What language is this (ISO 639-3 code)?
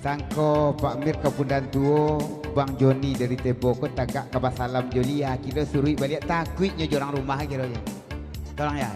min